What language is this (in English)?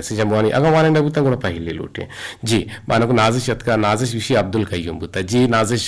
Eastern Balochi